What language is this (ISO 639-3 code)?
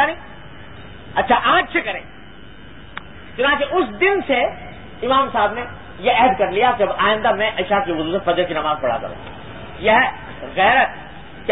urd